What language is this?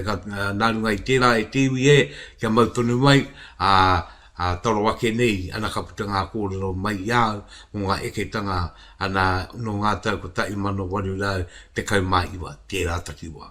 Māori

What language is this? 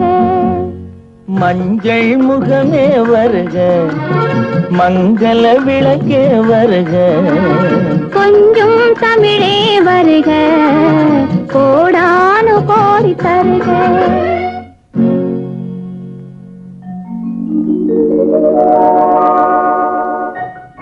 Tamil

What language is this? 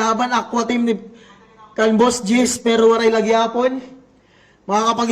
Waray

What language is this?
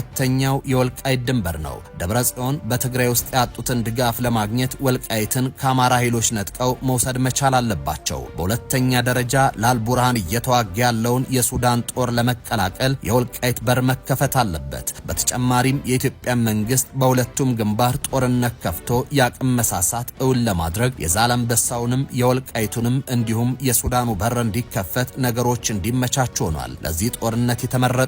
Amharic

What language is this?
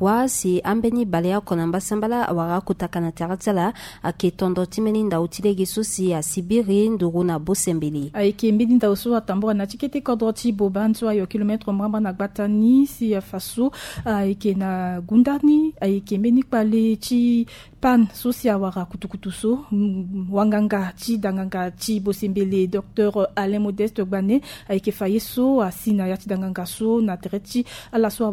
Sango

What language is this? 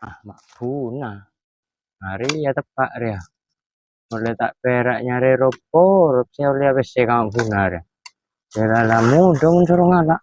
Madurese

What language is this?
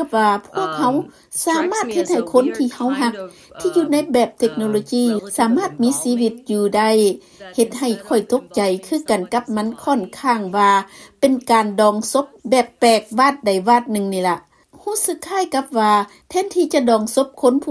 Lao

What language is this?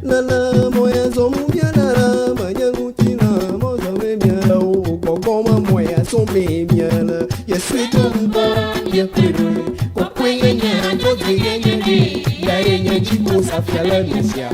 Ewe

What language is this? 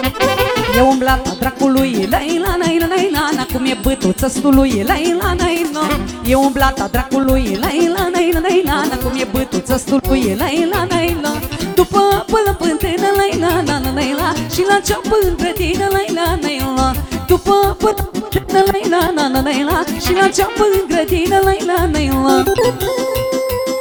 Romanian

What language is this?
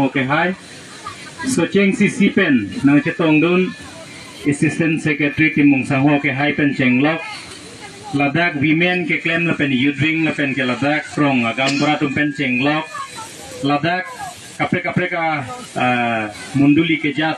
Karbi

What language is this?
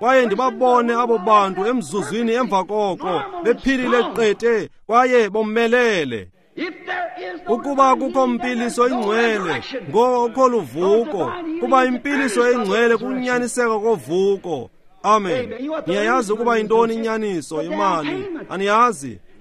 Xhosa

